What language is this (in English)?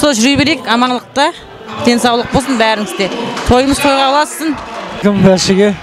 Kara-Kalpak